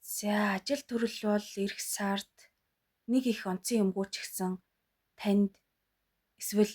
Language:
Mongolian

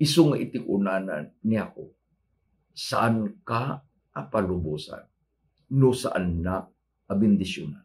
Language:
Iloko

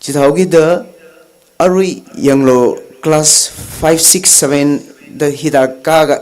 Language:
Tangkhul Naga (India)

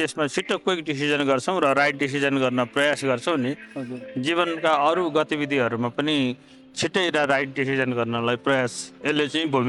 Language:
Nepali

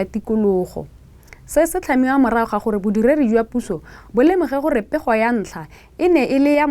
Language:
Tswana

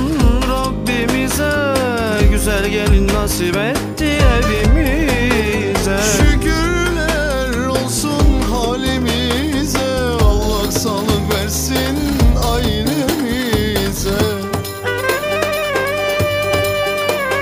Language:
Turkish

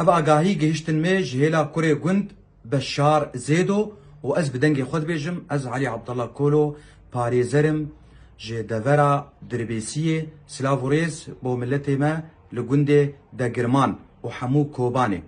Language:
Kurdish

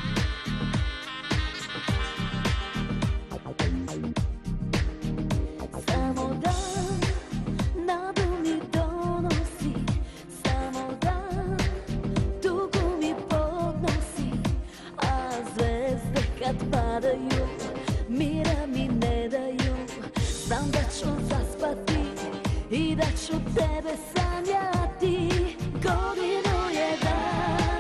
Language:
Serbian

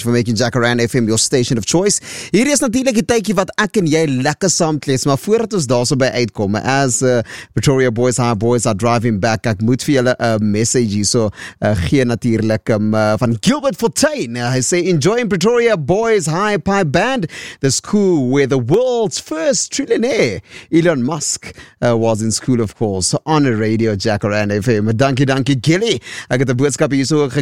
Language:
Afrikaans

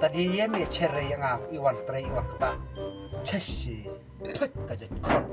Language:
Khasi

